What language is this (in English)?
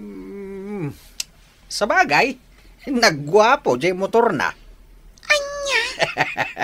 Iloko